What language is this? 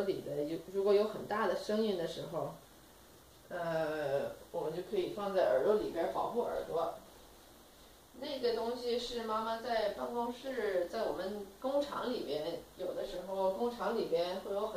Chinese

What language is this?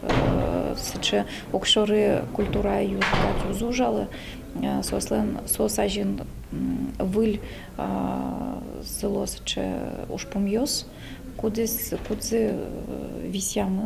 Udmurt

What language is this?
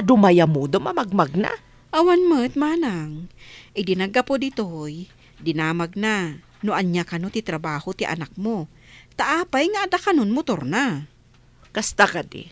Iloko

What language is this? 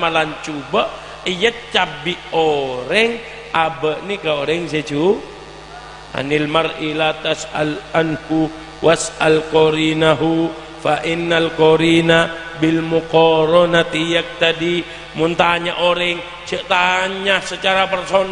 Madurese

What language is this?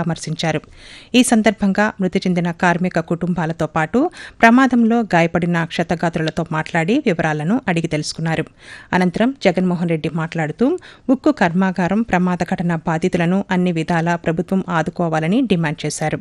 Telugu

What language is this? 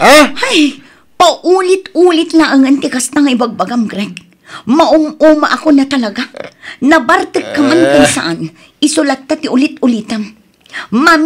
Iloko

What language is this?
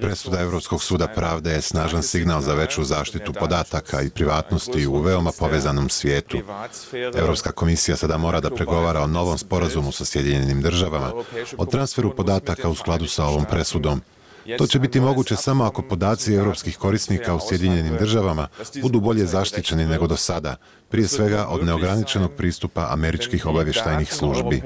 Croatian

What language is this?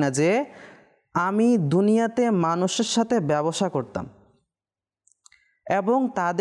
Bangla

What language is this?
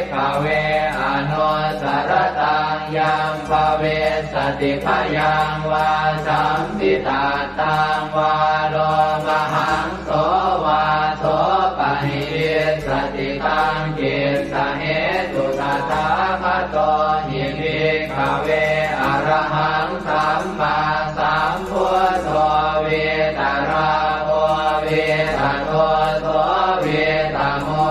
Pali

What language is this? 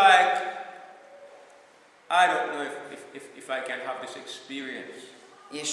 Hungarian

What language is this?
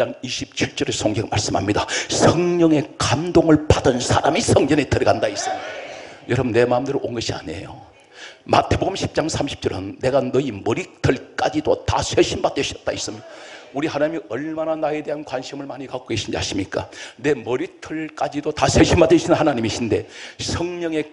Korean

